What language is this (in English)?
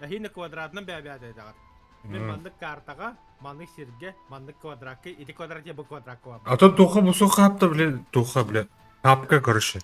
Yakut